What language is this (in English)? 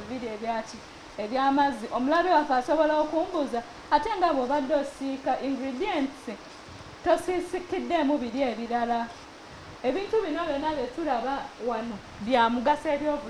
Ganda